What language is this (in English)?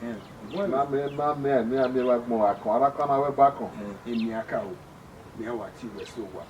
Bini